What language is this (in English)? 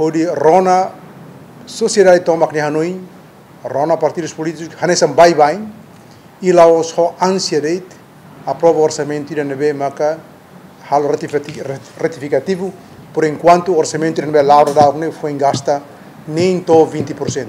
Tetum